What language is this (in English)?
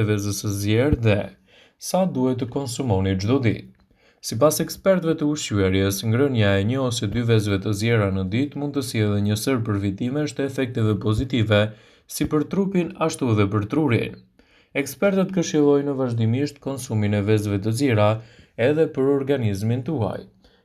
Albanian